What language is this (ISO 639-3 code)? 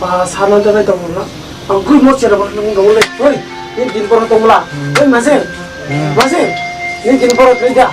trp